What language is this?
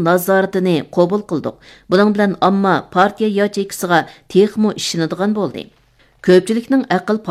Uyghur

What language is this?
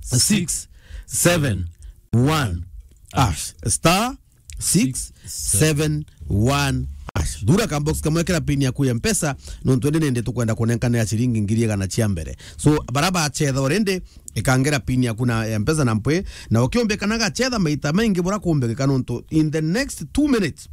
Meru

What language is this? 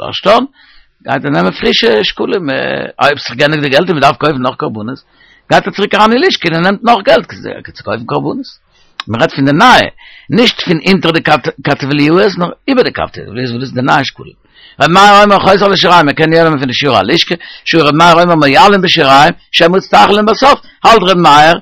Yiddish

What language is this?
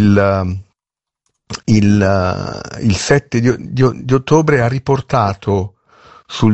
Italian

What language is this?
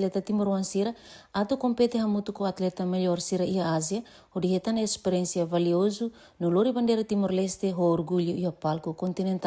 Tetum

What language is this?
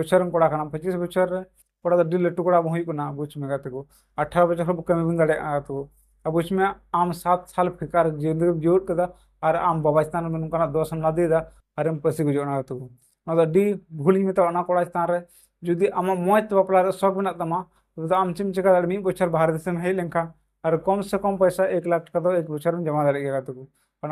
Santali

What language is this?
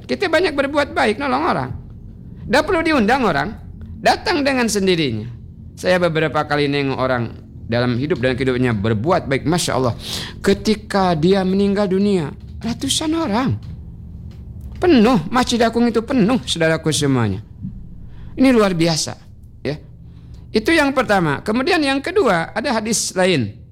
Indonesian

